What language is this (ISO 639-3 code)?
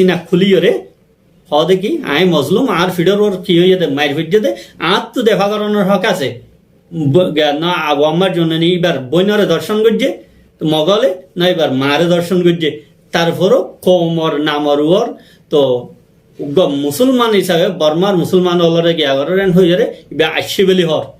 rhg